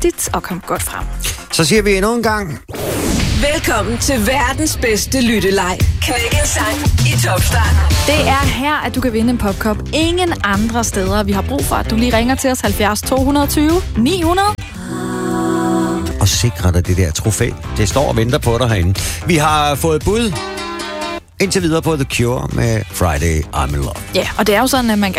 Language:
Danish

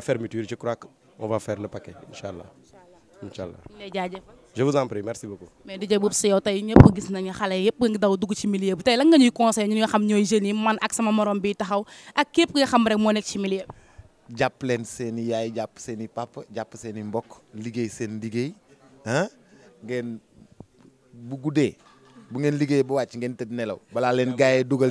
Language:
Wolof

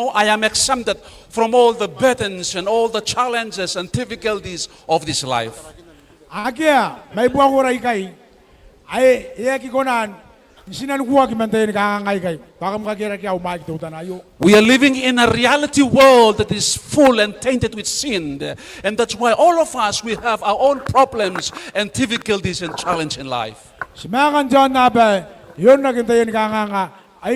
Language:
Gilbertese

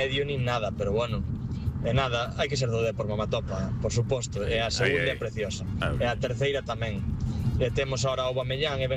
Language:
Galician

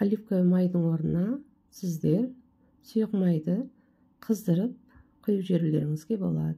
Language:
Kazakh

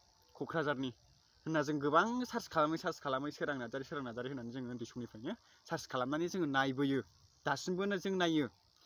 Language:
Bodo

